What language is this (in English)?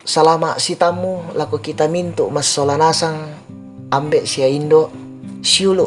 Toraja-Sa'dan